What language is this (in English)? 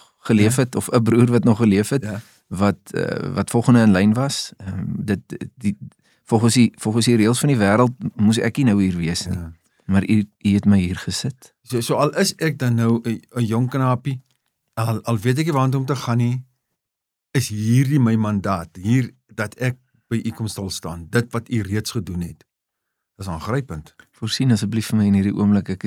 Afrikaans